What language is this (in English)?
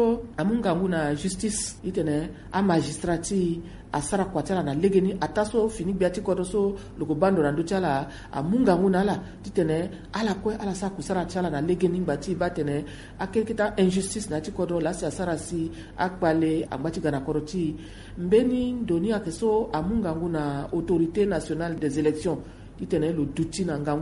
Sango